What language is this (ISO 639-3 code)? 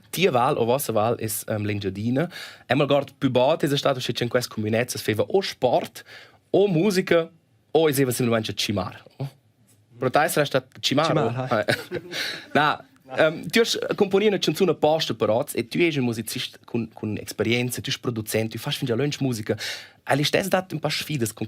roh